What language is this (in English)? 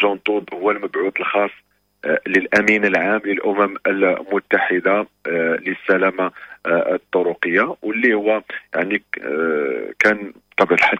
Moroccan Arabic